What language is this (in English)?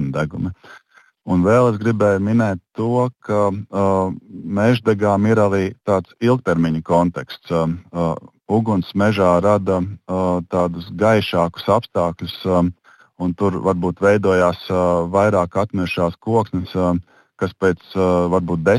Latvian